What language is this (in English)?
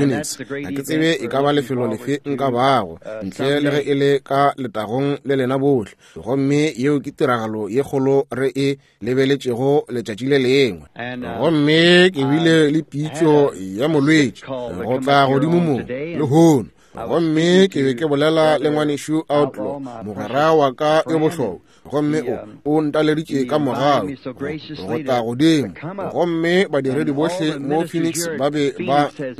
Northern Sotho